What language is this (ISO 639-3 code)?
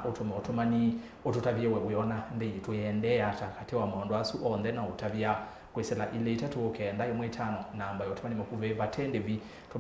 kam